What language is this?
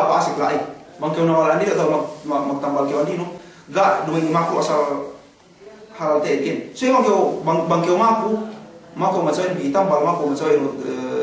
Yakan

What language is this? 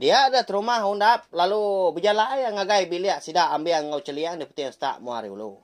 Iban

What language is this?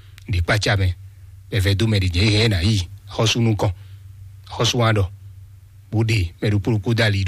Fon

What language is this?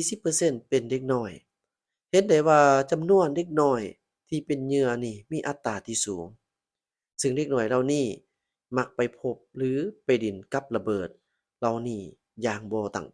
Lao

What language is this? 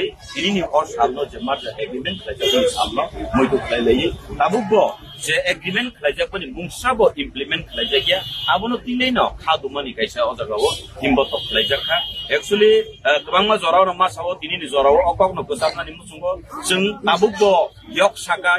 Kok Borok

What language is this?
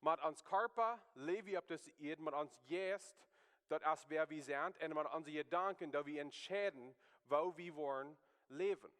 Plautdietsch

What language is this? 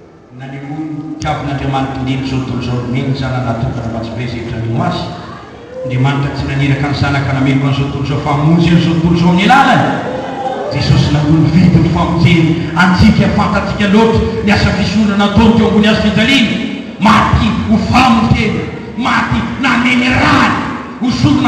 Malagasy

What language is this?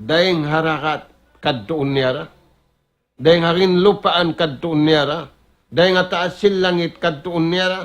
Tausug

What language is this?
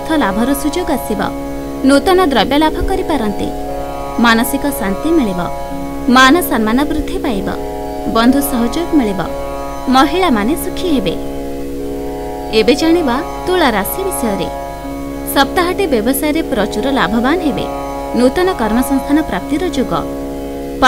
Odia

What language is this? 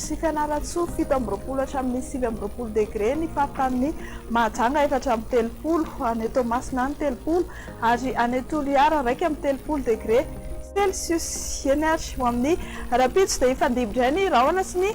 Malagasy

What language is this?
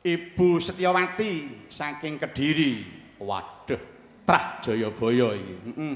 Javanese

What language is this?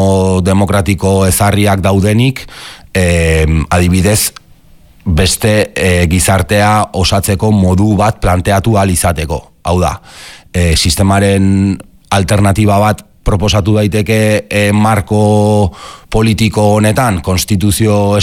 Basque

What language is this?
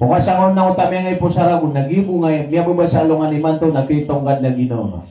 Maranao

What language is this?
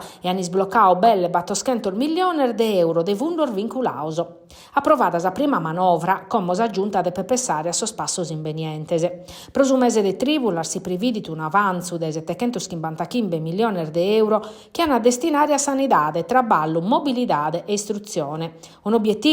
Sardinian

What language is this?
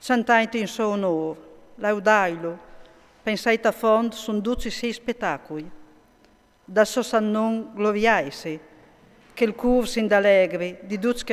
Friulian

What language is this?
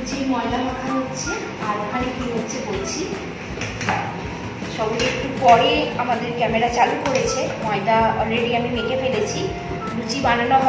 Bangla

